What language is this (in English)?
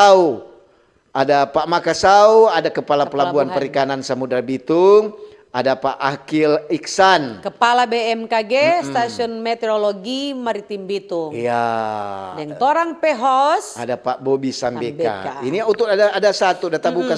Manado Malay